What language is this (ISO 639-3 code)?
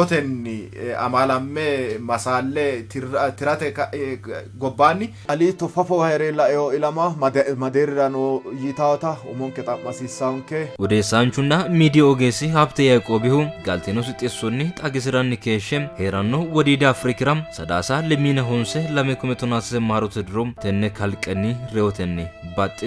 sid